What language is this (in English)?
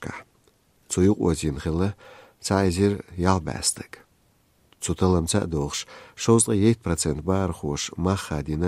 Chechen